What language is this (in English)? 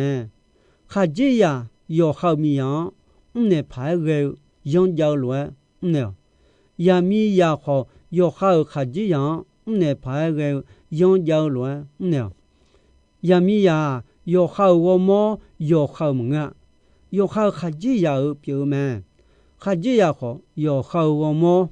Akha